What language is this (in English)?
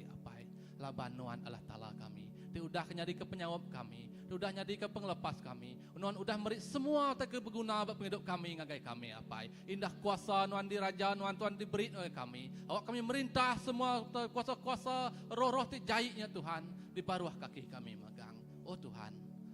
Iban